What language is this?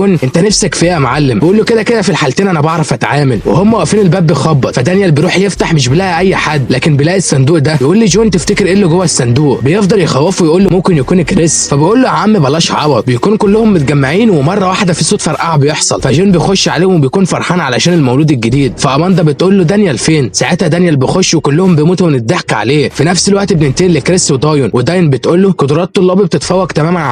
Egyptian Arabic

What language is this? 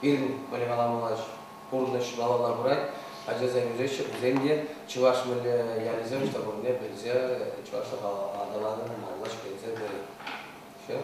Chuvash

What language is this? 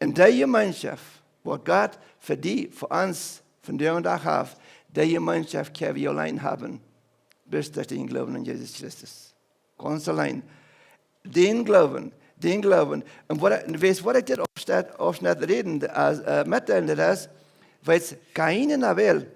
Plautdietsch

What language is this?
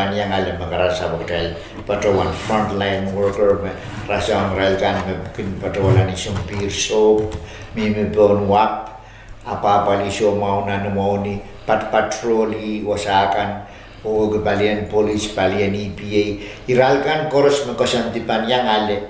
Pohnpeian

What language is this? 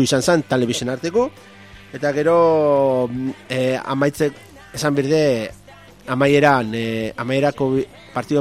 Basque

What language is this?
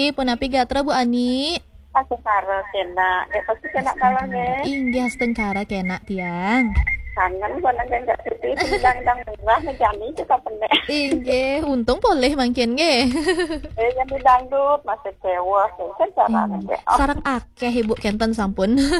Balinese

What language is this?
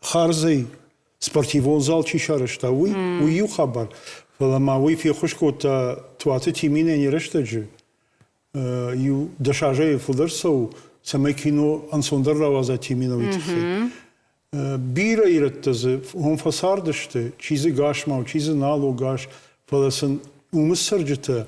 Ossetic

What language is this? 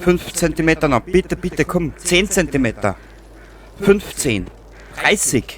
Bavarian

